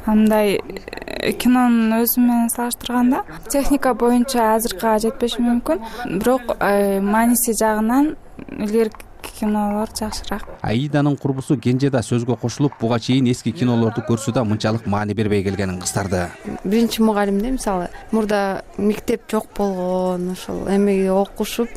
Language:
Kyrgyz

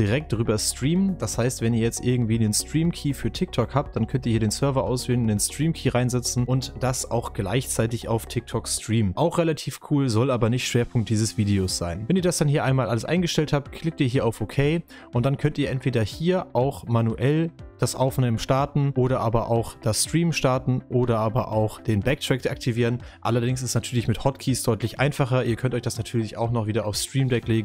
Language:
German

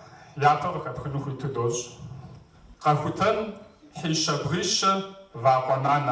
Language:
Kabardian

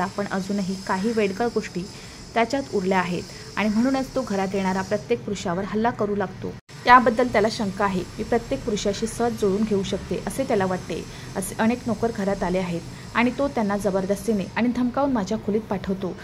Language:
Marathi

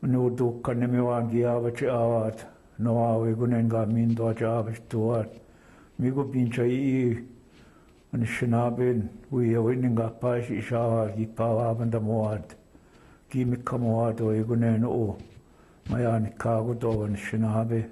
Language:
Chippewa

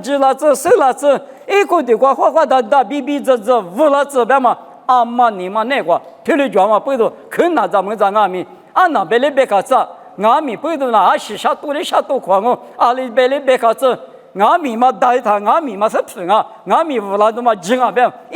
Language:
Lisu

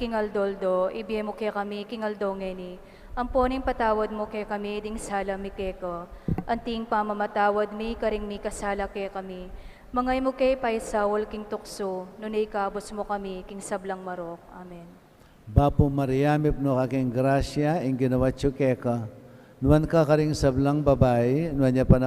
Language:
Pampanga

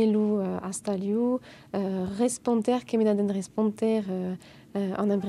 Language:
Breton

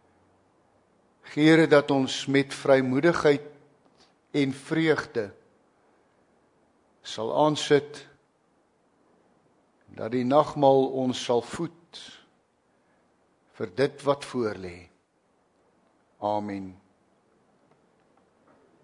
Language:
Afrikaans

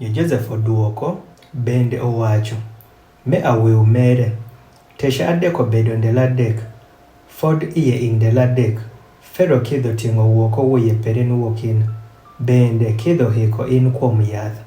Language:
Adhola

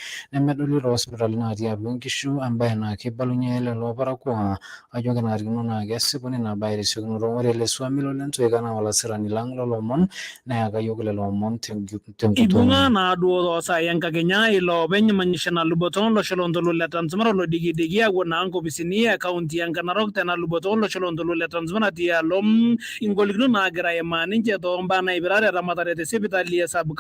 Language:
Masai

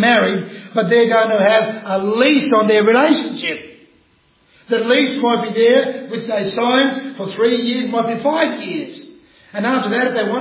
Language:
English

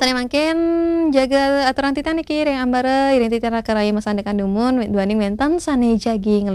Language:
Balinese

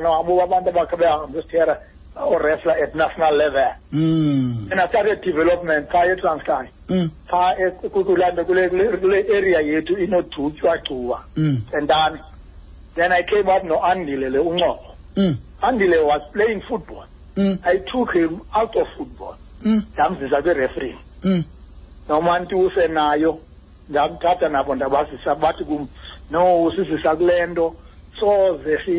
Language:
Xhosa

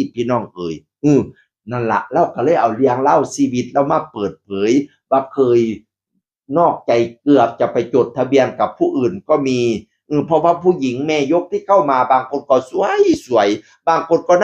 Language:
Northeastern Thai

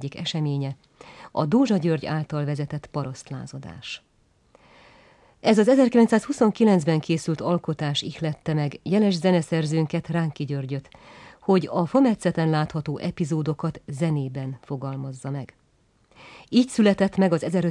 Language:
Hungarian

